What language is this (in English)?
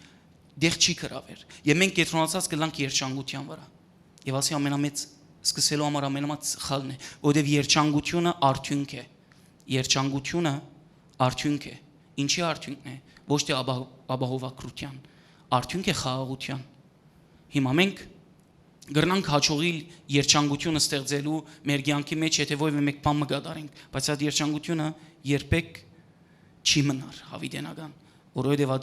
Western Armenian